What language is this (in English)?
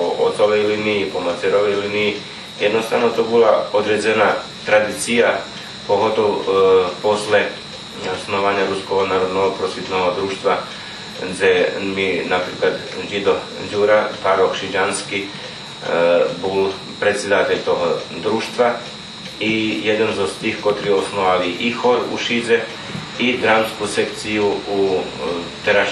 Rusyn